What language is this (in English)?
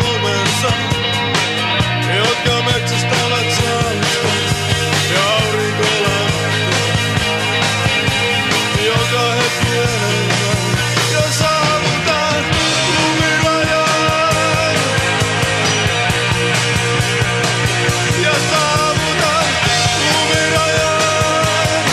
Finnish